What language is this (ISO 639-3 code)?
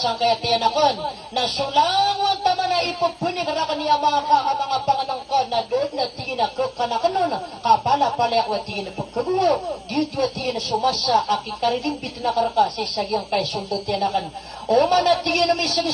mrw